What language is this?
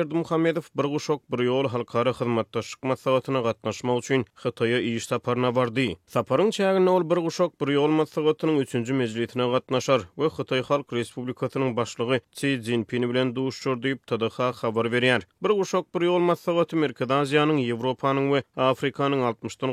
Turkmen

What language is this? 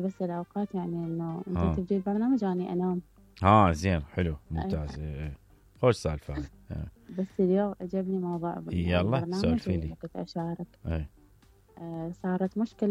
Mesopotamian Arabic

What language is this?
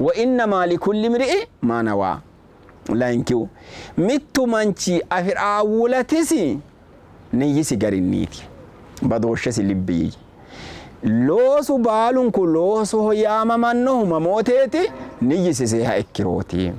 Sidamo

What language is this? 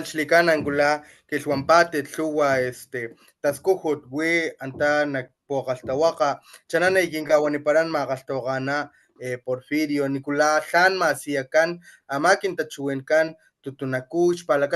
Papantla Totonac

